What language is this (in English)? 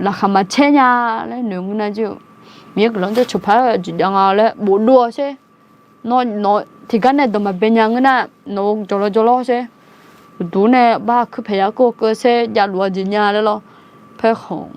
Akha